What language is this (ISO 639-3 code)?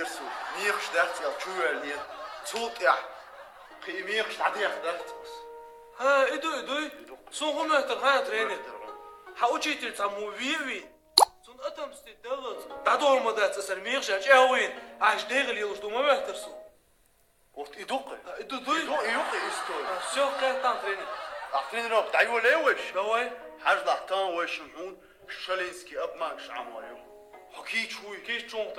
che